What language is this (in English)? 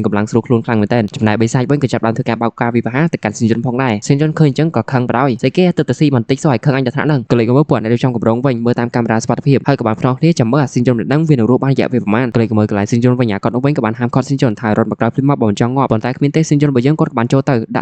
Khmer